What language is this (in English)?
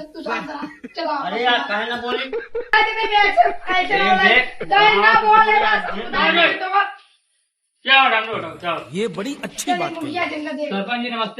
Awadhi